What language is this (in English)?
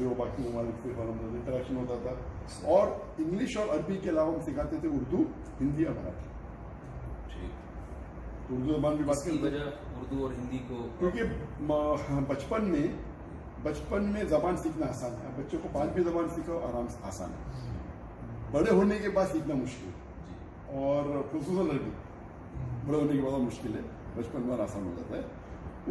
Urdu